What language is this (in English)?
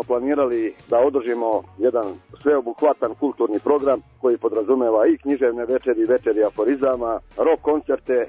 Serbian